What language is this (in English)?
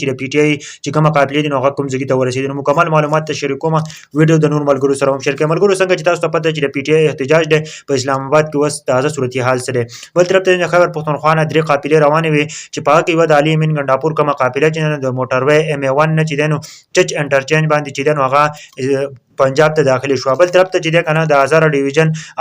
Pashto